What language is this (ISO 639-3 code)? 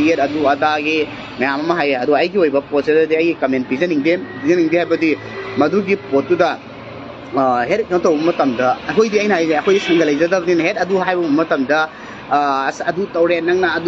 mni